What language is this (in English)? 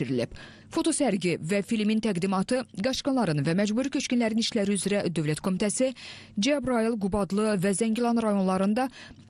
Azerbaijani